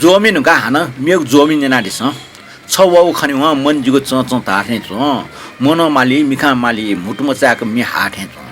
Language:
Newari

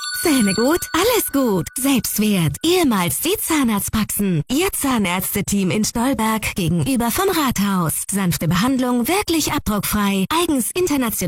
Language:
German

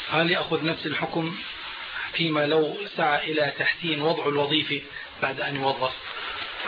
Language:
Arabic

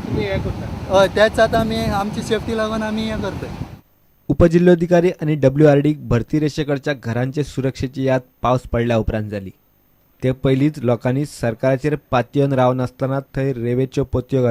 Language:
Konkani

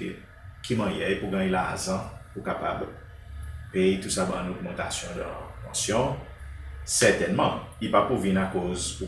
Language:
Seselwa Creole French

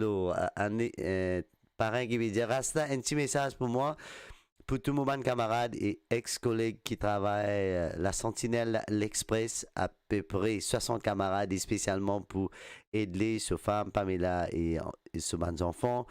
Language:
Morisyen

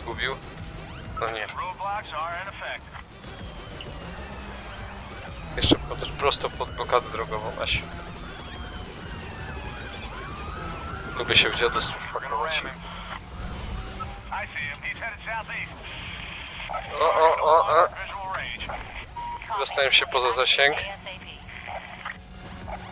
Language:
Polish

